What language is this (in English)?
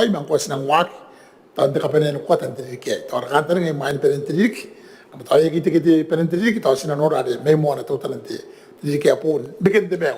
Gilbertese